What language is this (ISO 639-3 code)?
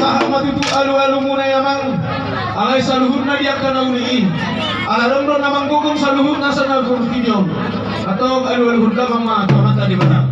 bbc